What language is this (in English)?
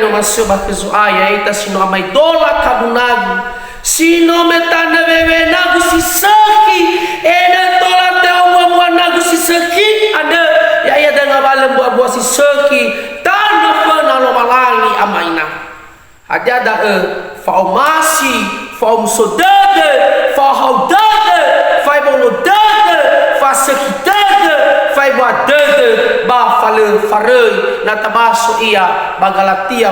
Nias